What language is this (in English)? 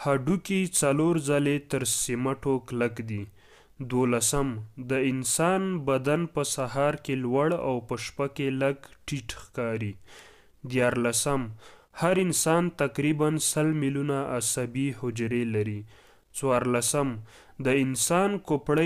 Pashto